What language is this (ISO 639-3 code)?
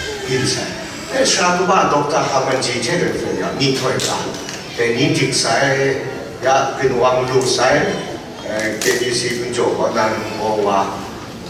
kac